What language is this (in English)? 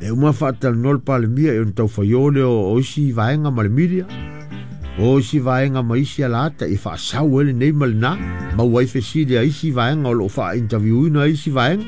Samoan